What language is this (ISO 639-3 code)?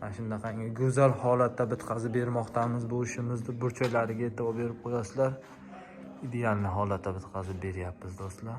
uzb